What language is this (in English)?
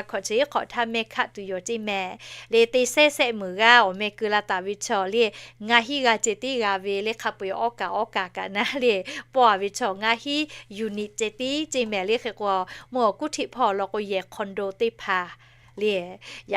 Lahu